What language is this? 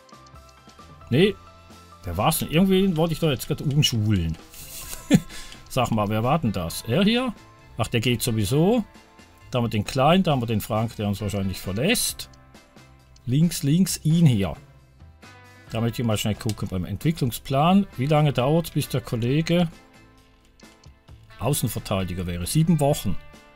German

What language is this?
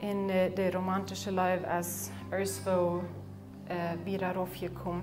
Plautdietsch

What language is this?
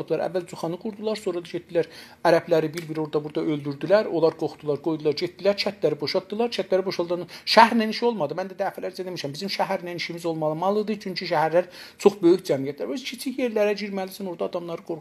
South Azerbaijani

